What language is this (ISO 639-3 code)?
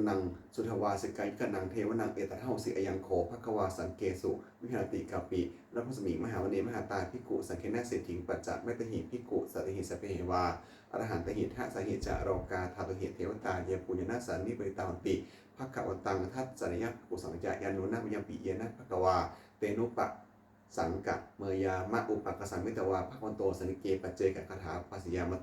pli